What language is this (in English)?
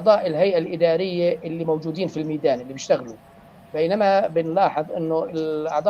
North Levantine Arabic